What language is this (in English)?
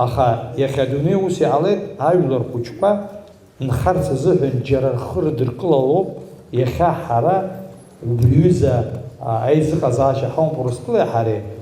Abkhazian